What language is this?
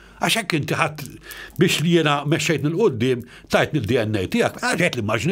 Maltese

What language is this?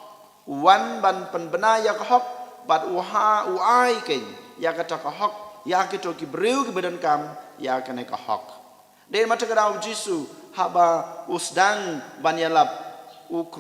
Khasi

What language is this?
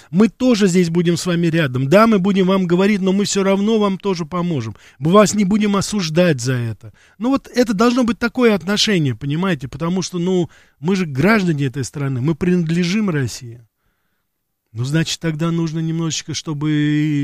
Russian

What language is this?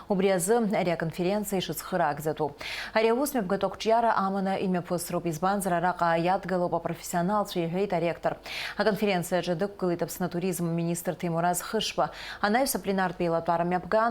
Abkhazian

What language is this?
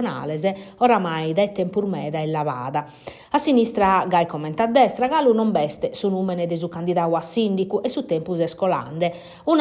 Sardinian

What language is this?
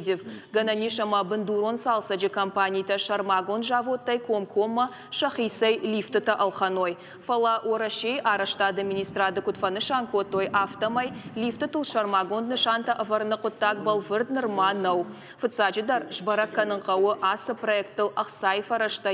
Ossetic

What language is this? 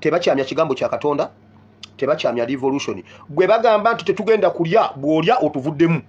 Ganda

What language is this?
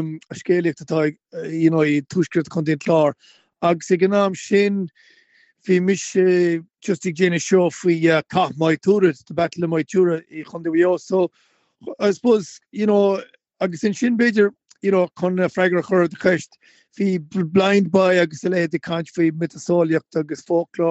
Irish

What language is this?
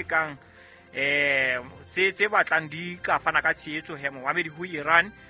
Southern Sotho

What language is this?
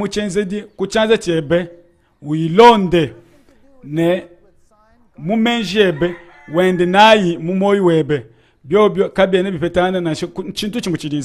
Luba-Lulua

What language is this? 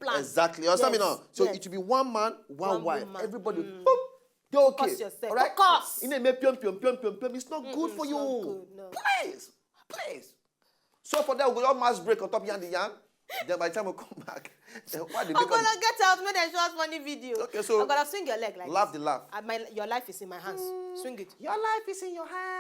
Nigerian Pidgin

